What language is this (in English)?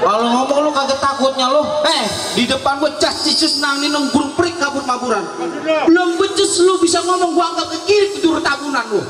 Betawi